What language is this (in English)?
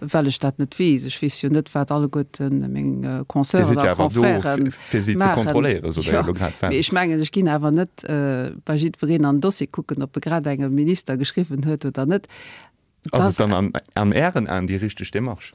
Luxembourgish